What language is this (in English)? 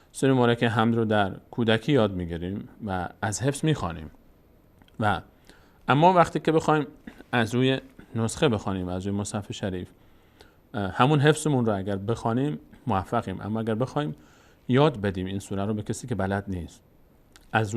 Persian